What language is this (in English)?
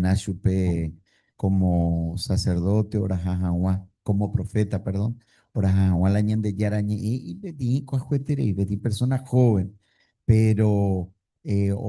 Guarani